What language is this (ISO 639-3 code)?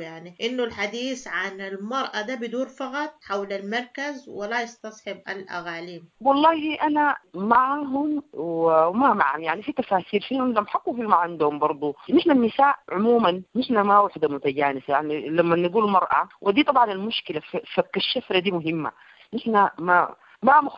apd